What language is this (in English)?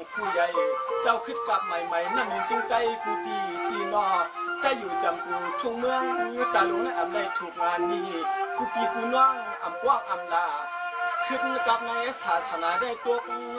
Shan